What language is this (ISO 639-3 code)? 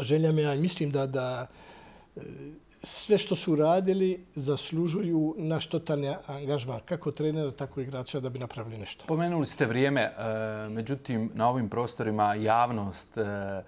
bos